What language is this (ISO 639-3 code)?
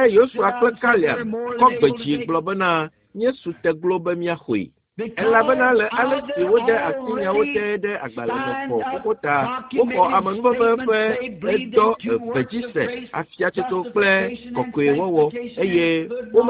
ewe